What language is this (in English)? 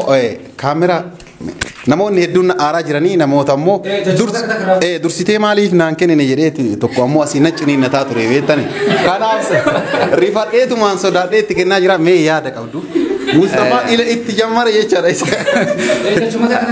Oromo